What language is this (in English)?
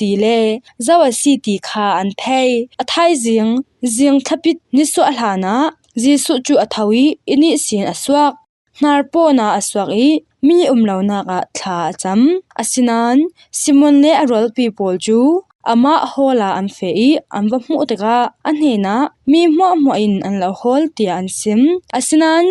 Falam Chin